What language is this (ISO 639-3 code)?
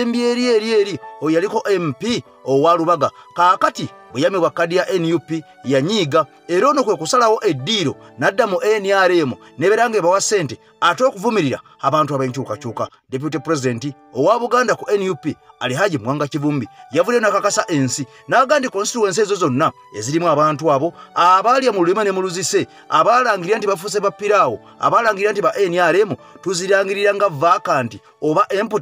lug